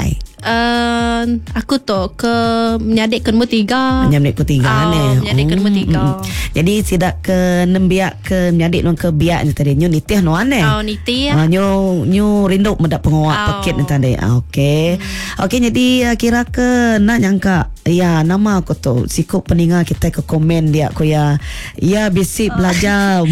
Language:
Iban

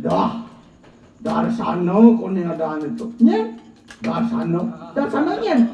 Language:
Balinese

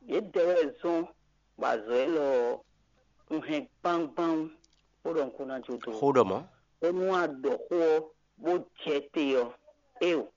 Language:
Fon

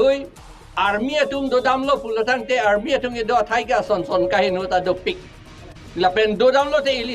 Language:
Karbi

